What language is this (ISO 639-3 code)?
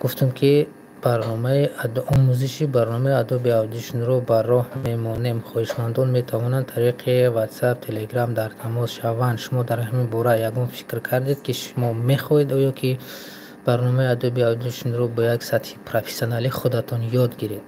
tgk